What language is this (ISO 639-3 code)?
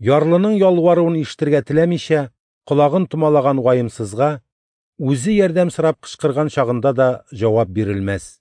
tat